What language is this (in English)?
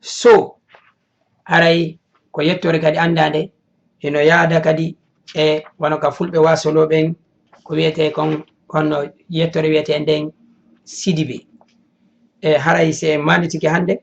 Fula